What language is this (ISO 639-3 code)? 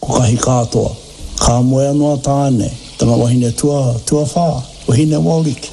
mri